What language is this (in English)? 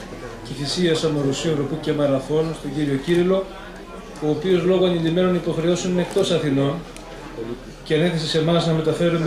Greek